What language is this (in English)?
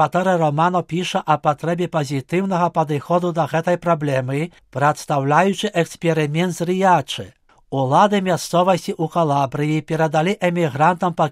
Belarusian